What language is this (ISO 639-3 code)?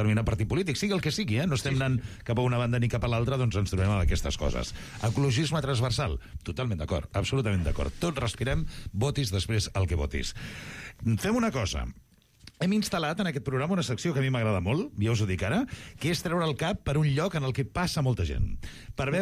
cat